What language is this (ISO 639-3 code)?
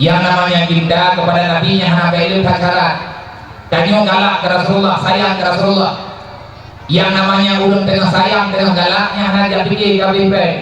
ace